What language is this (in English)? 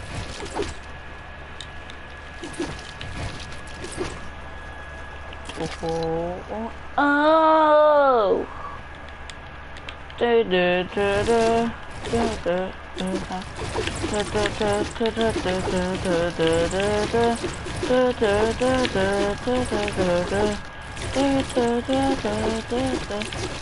Dutch